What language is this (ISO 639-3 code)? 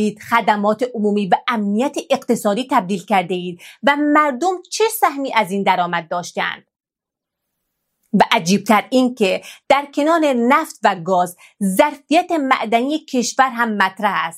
fas